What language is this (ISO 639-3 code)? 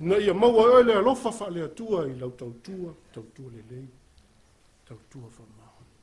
smo